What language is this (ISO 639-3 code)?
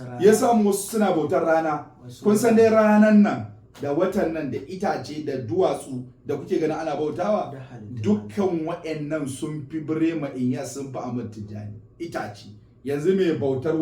hau